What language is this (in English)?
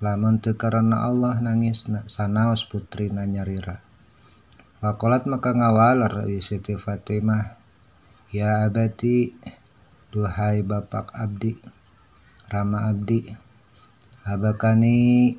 Sundanese